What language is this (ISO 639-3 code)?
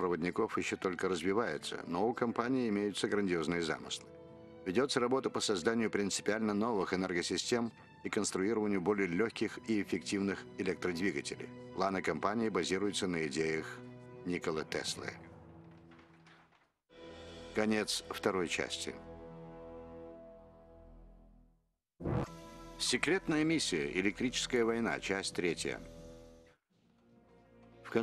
rus